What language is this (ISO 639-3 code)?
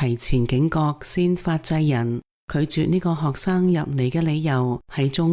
yue